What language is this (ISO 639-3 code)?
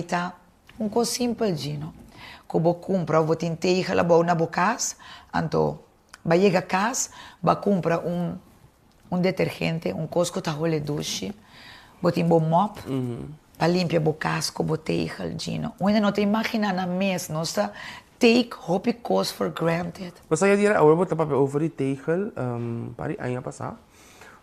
pap